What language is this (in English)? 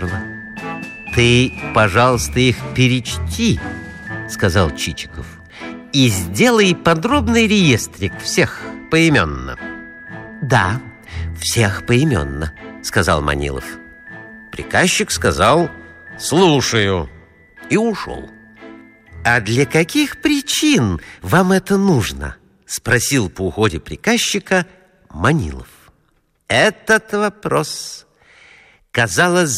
Russian